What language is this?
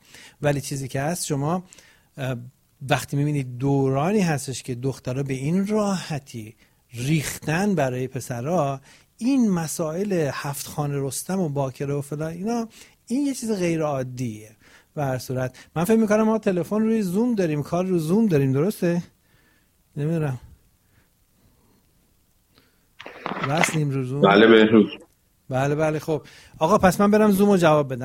Persian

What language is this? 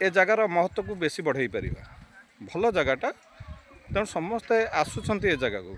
Odia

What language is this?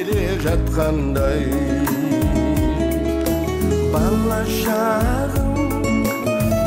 Kazakh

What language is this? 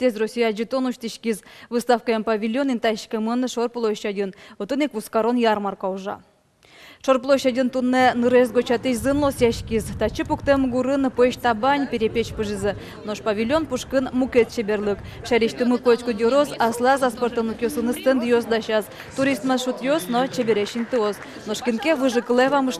Udmurt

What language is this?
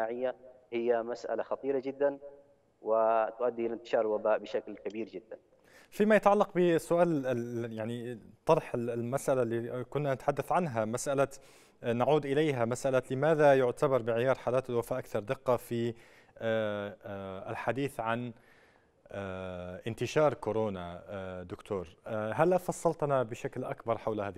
Arabic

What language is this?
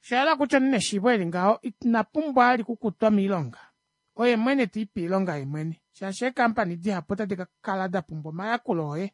Kuanyama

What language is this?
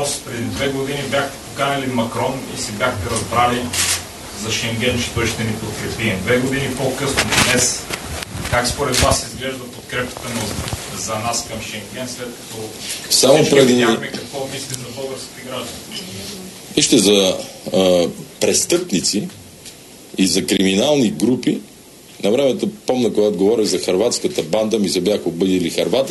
Bulgarian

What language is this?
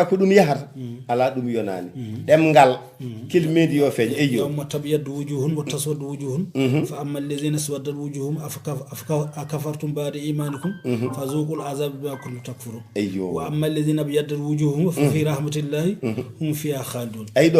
Fula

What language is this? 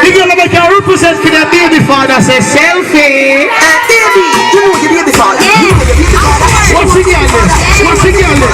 Jamaican Creole English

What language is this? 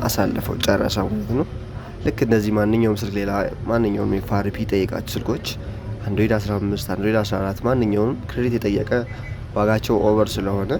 Amharic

